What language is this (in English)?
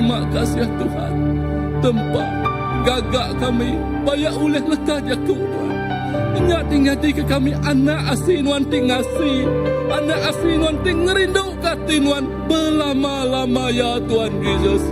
Iban